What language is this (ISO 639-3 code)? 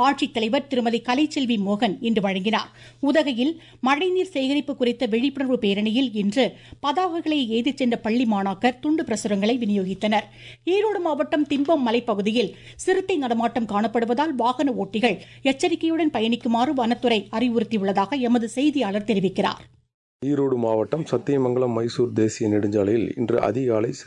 tam